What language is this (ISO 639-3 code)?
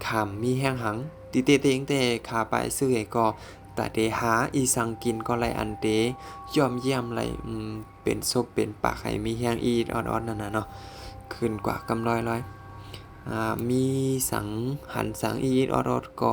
shn